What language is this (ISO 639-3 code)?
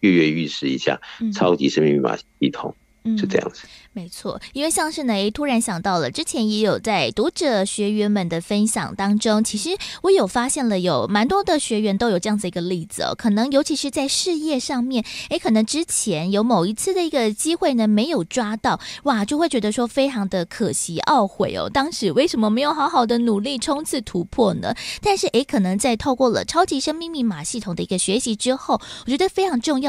zho